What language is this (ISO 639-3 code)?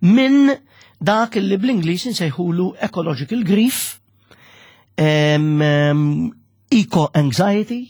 mlt